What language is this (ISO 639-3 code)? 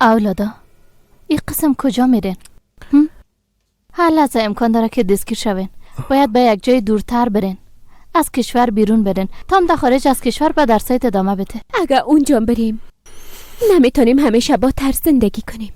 fas